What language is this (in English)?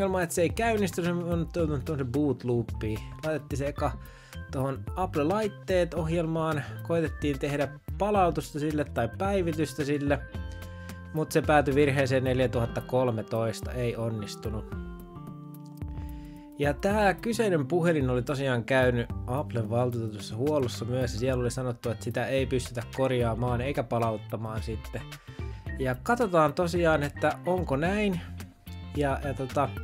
Finnish